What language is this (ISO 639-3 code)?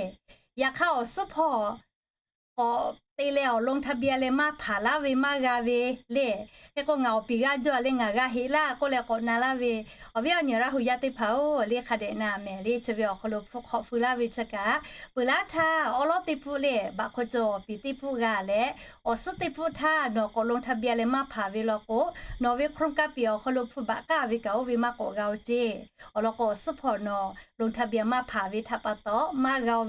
lhu